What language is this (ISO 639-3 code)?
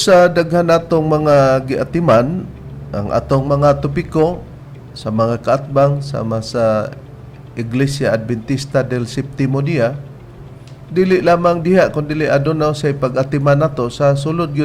ceb